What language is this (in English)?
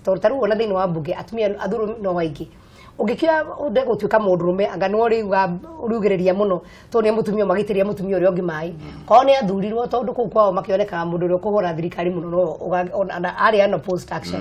Kikuyu